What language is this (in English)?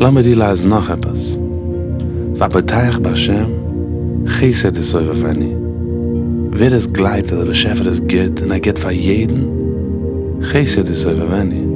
Yiddish